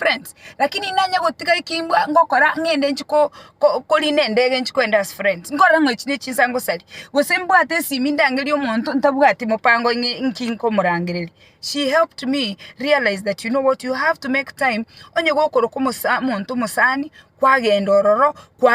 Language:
Gusii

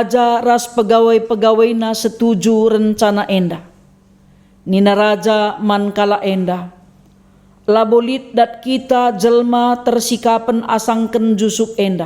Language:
Batak Karo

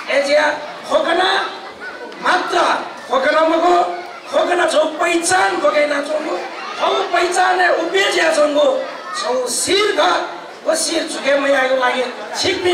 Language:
Newari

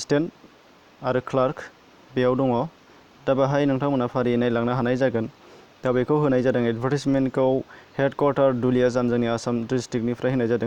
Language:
Bodo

